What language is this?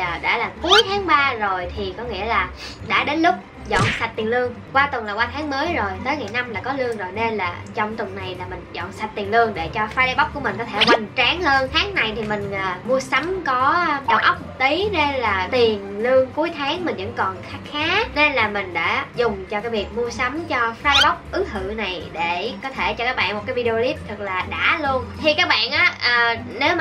Vietnamese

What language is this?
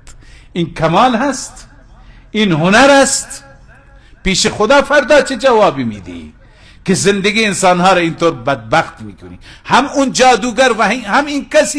Persian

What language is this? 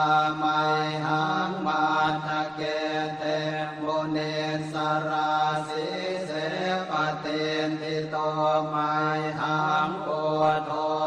Pali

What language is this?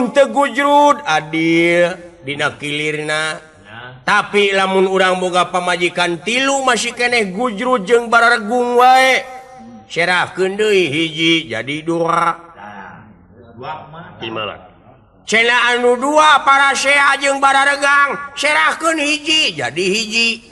Sundanese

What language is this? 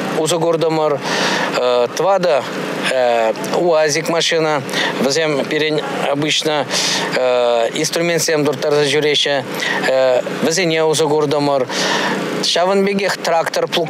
Chuvash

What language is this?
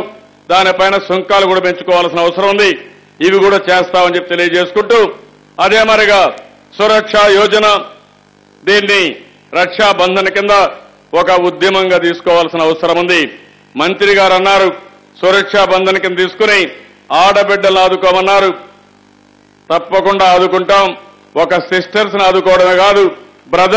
Telugu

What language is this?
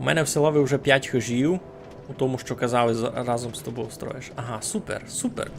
Rusyn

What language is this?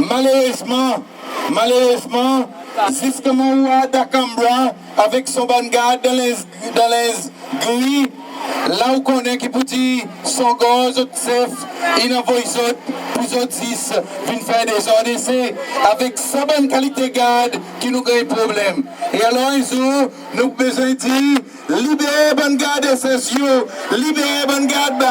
Seselwa Creole French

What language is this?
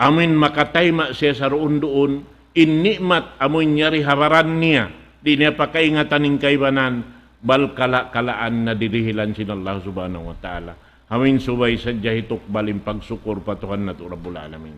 Tausug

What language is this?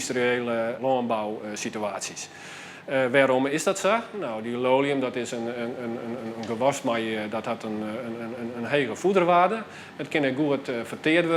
Western Frisian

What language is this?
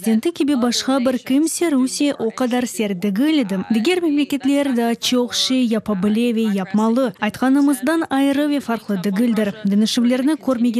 Crimean Tatar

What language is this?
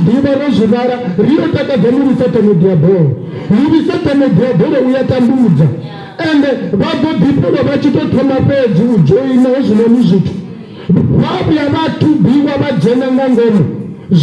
Venda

